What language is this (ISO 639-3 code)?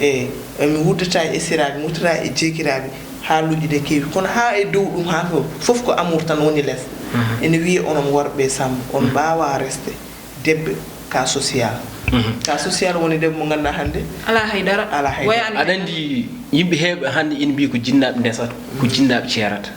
ful